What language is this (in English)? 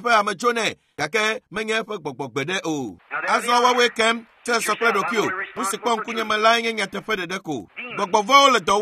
Ewe